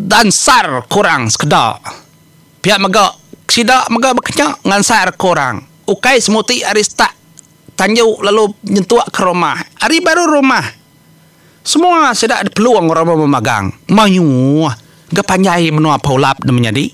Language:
Iban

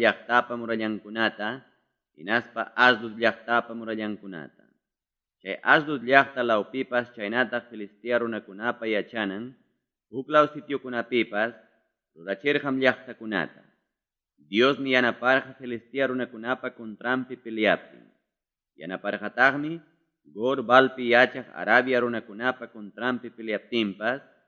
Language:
Ayacucho Quechua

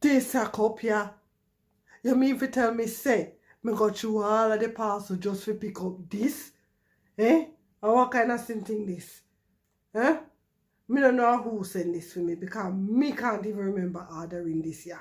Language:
Jamaican Creole English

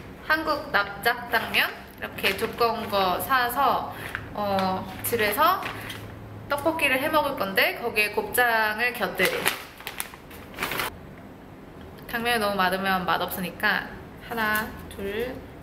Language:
Korean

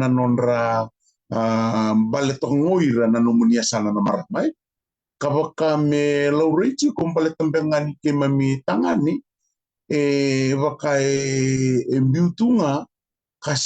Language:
Fijian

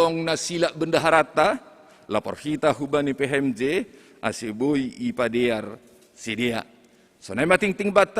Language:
Batak Simalungun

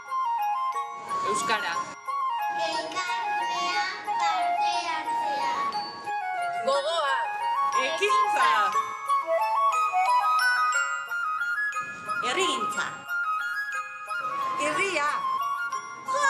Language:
Basque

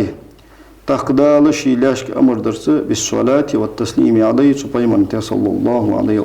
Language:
Ingush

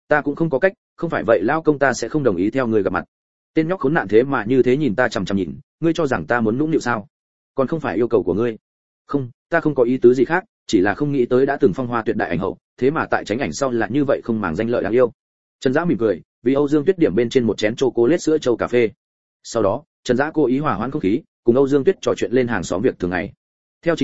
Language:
Vietnamese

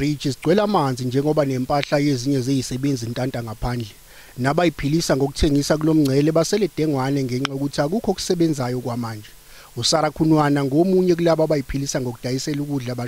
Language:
Zulu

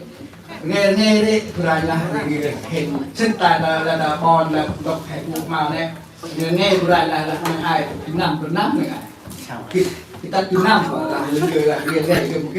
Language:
Central Mnong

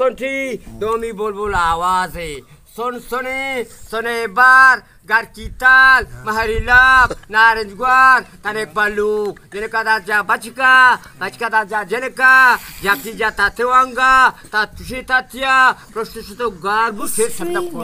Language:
Eastern Balochi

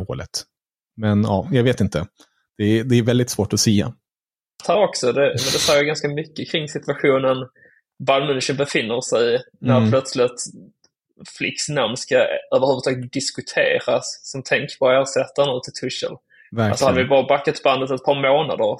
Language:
Swedish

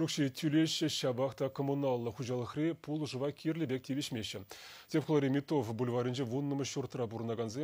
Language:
Chuvash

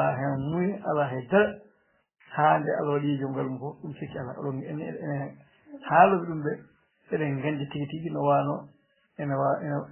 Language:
Fula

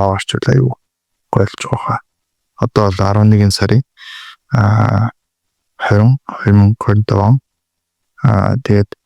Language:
Mongolian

